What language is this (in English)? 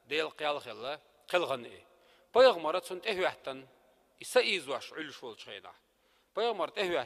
Chechen